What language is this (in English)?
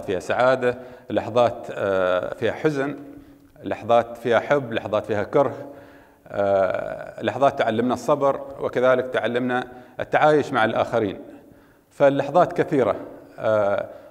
Arabic